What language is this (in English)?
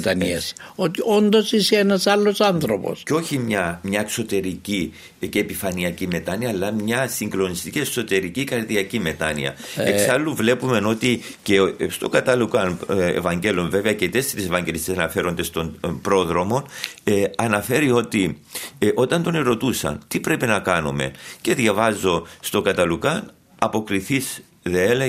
Greek